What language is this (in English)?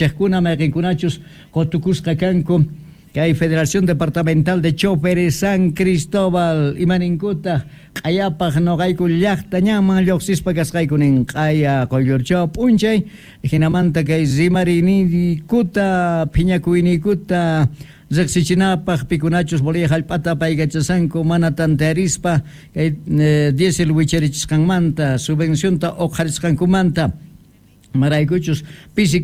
South Bolivian Quechua